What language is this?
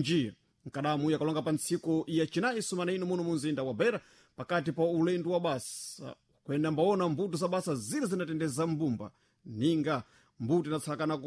Sena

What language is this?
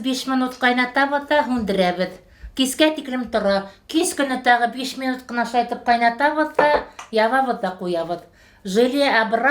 Bashkir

